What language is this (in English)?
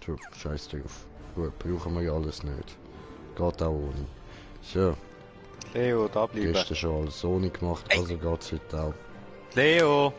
Swiss German